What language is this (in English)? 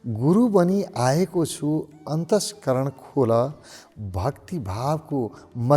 Nepali